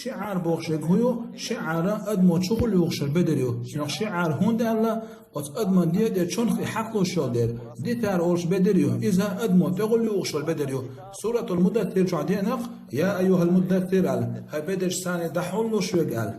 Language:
Chechen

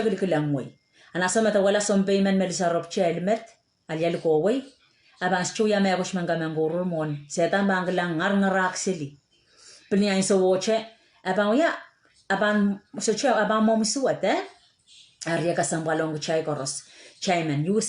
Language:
Pohnpeian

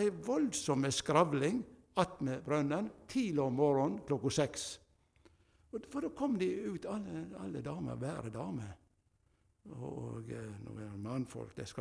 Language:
Norwegian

